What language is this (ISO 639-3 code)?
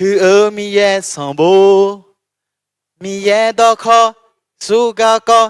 ahk